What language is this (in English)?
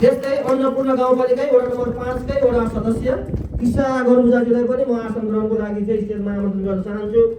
Nepali